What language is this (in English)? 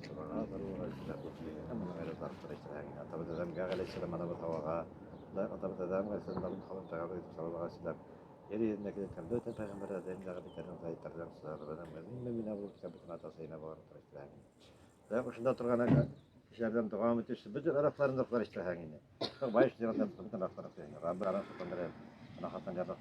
Bashkir